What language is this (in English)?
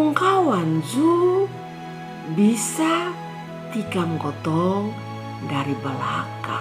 Kupang Malay